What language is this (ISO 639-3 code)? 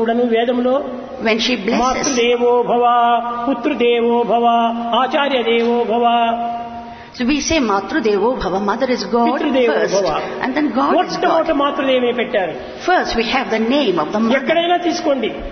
tel